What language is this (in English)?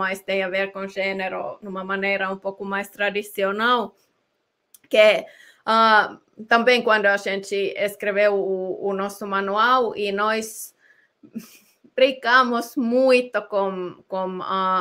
Portuguese